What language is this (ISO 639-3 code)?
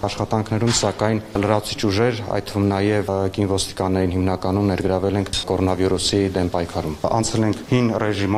hye